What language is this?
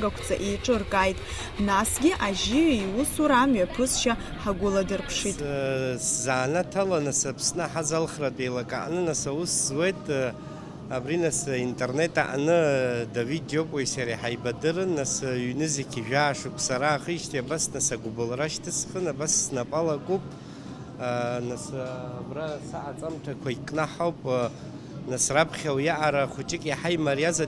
Abkhazian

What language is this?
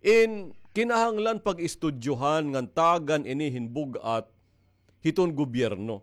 Waray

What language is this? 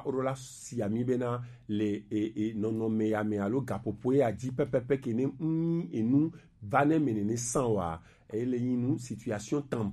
Gen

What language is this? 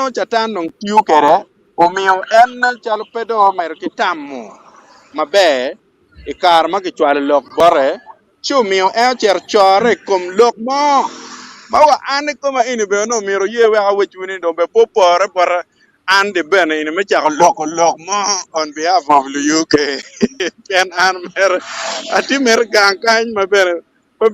Acoli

